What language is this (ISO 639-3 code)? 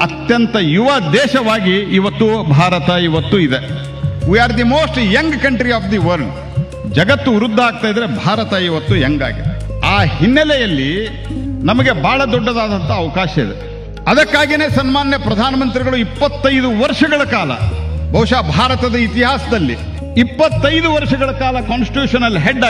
kan